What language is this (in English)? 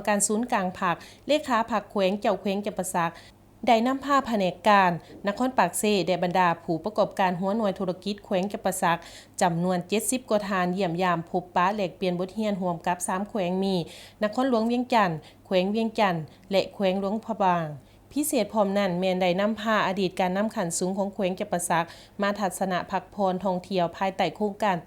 Lao